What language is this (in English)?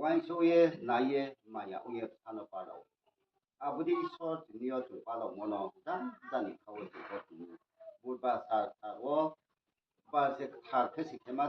Riang (India)